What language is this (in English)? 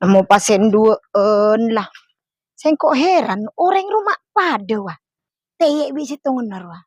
Madurese